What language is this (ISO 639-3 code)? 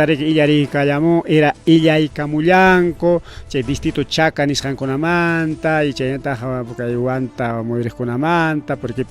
quy